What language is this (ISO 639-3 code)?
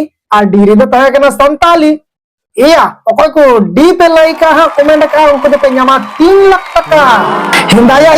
sat